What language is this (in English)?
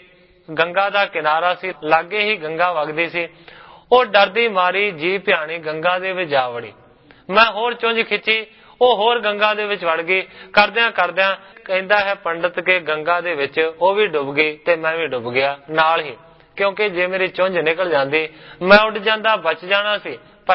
Punjabi